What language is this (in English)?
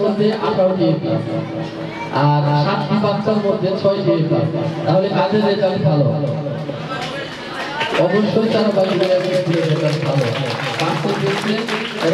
Bangla